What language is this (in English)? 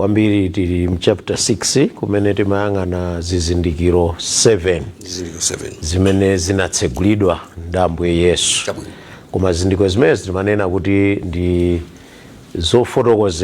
Nyanja